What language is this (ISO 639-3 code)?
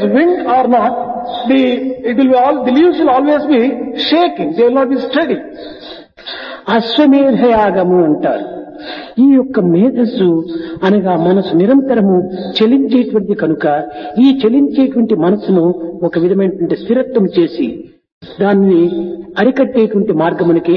tel